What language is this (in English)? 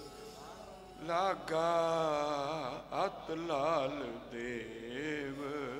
Punjabi